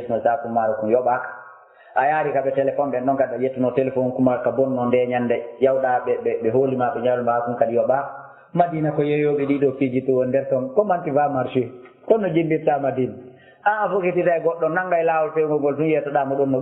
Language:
Fula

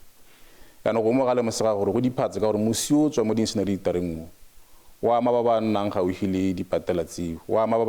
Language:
Tswana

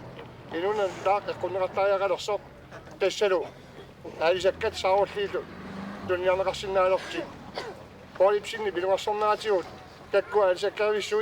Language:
Kalaallisut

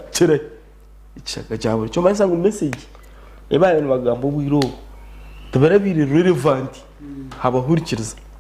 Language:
Nyankole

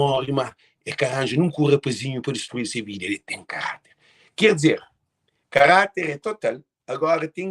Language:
Kabuverdianu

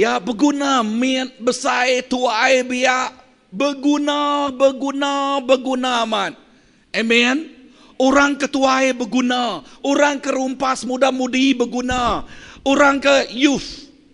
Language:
Iban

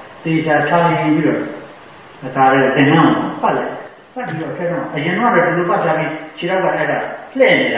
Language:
Burmese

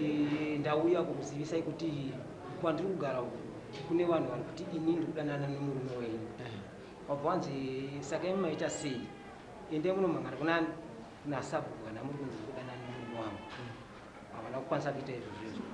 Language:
Shona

